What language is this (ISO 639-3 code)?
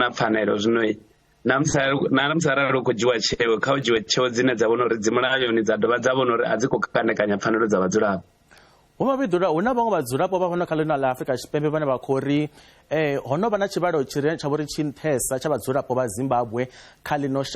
ven